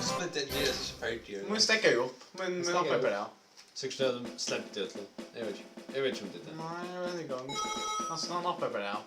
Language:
Faroese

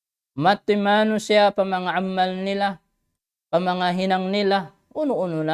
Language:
Tausug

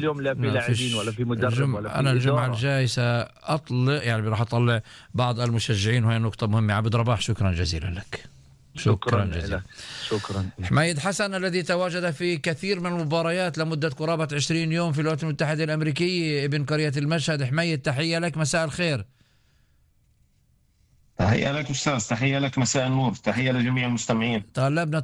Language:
Arabic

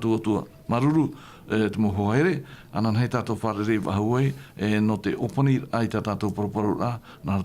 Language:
Tahitian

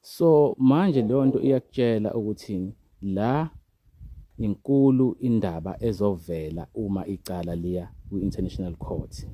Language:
Zulu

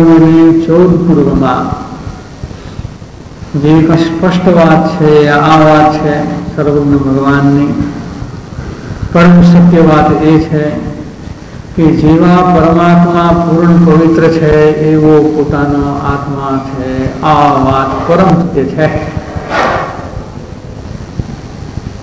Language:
Gujarati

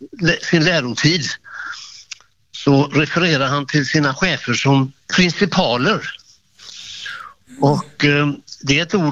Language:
Swedish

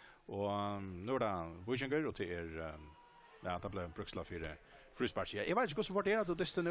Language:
Faroese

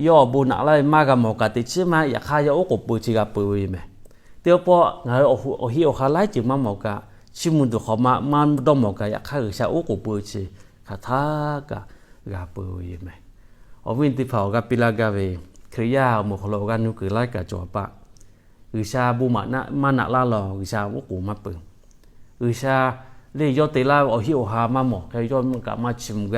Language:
Lahu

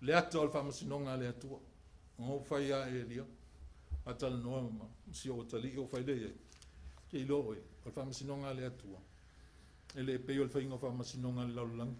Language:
Samoan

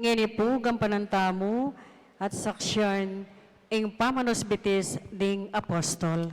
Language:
Pampanga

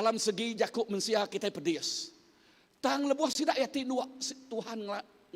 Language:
Iban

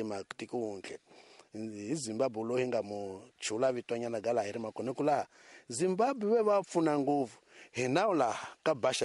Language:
Tsonga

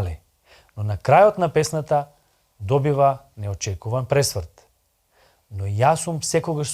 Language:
Macedonian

